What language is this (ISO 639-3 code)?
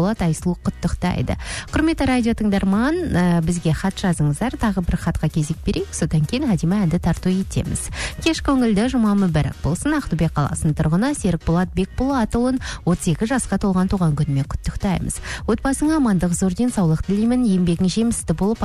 kaz